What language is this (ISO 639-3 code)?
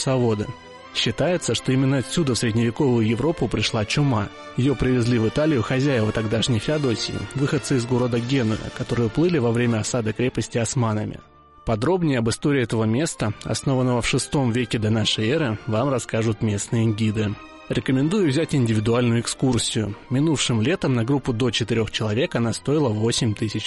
rus